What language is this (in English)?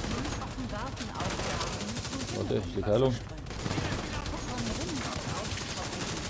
Bavarian